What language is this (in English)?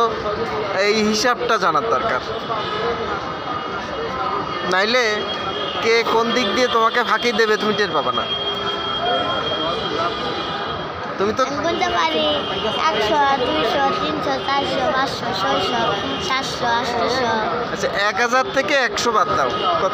Bangla